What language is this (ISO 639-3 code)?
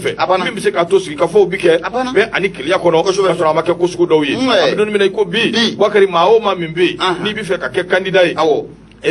bam